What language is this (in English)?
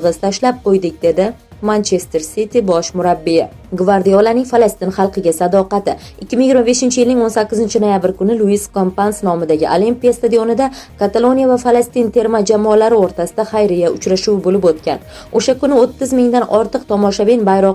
Uzbek